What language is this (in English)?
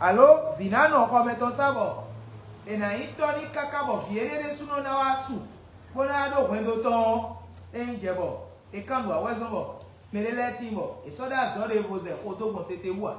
Fon